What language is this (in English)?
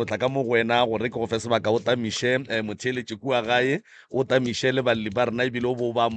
Northern Sotho